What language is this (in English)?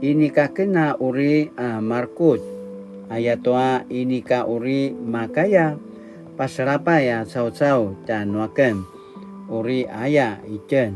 Paiwan